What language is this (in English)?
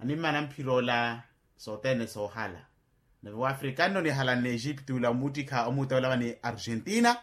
Makhuwa